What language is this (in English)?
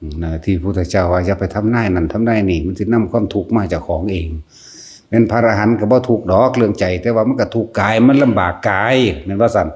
Northeastern Thai